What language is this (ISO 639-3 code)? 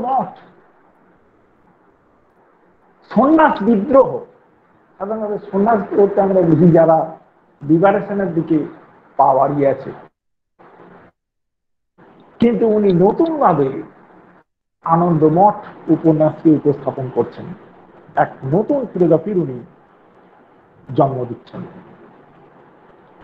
ben